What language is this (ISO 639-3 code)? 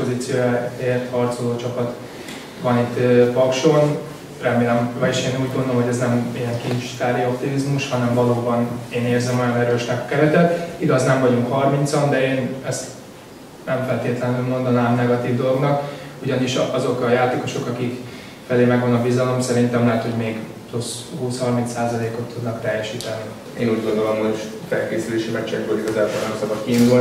hun